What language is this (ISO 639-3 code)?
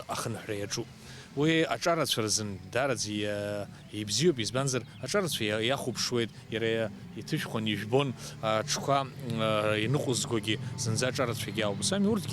abk